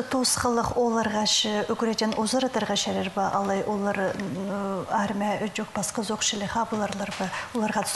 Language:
Khakas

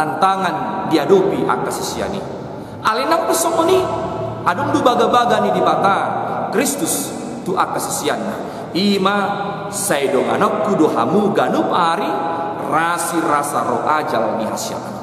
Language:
Batak Toba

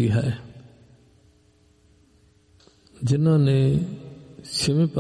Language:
Punjabi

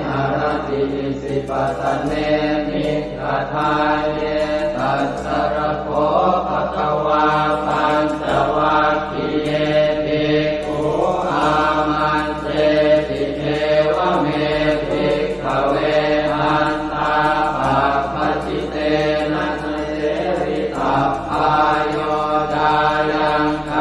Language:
Pali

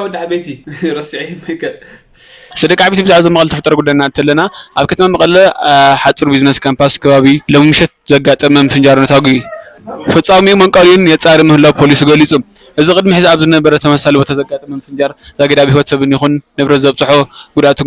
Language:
Tigrinya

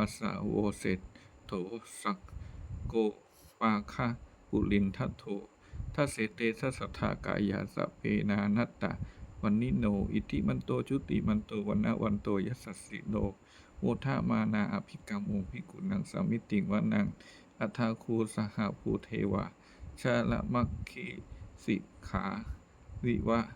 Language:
Pali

